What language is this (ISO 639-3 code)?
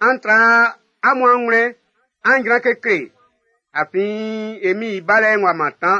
bci